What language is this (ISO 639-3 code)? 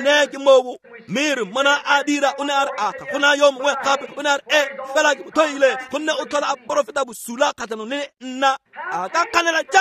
tsn